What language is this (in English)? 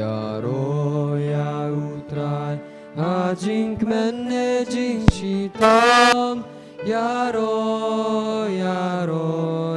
Khasi